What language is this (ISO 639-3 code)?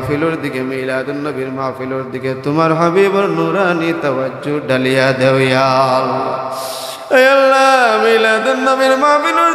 syl